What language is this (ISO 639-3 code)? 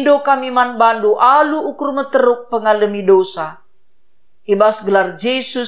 btx